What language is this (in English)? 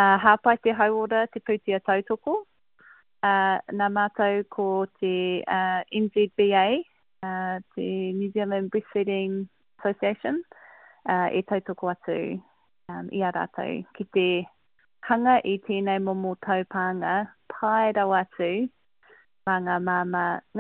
Māori